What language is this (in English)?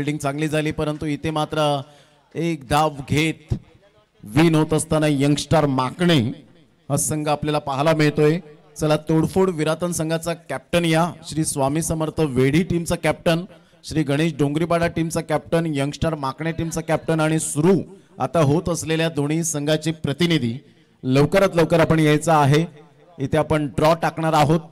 Marathi